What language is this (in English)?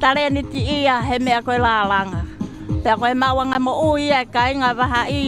Tongan